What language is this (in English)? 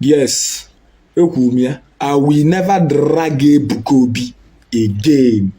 Igbo